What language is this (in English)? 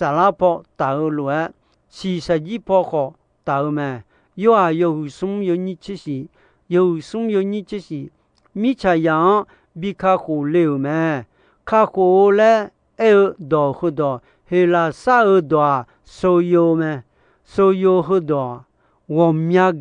Akha